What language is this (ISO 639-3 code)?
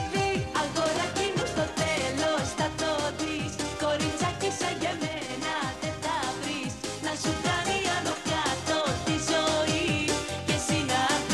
ell